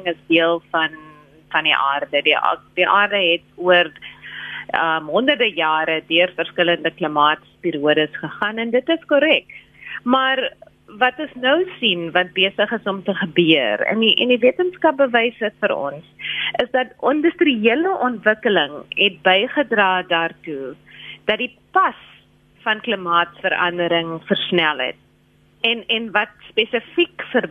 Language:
Afrikaans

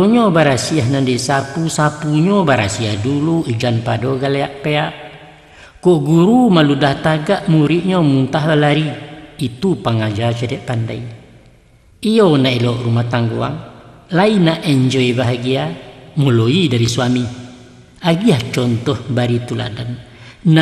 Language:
Minangkabau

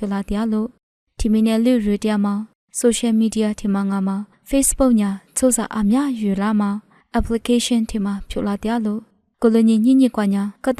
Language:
Lisu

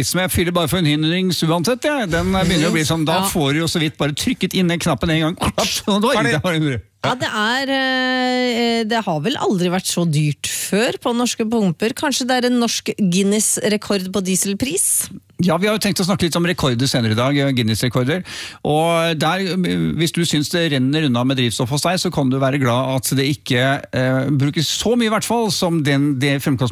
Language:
Norwegian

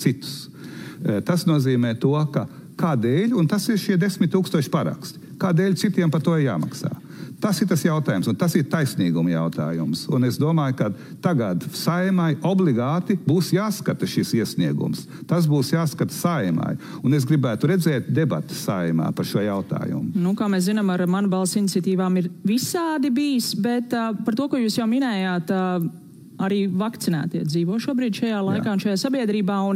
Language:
Latvian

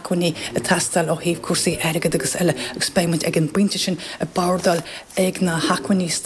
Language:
Irish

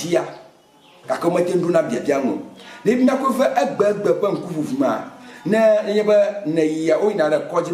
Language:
Ewe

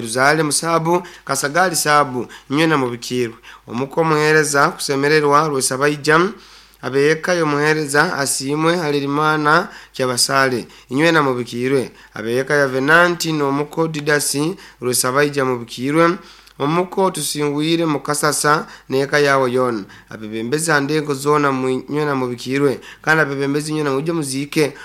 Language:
Nyoro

